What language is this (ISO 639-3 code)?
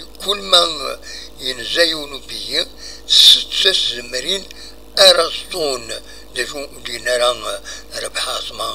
kab